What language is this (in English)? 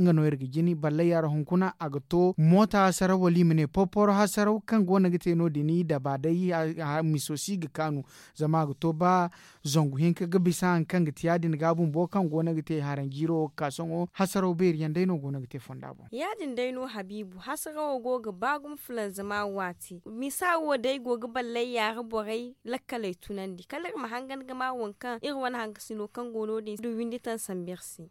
Zarma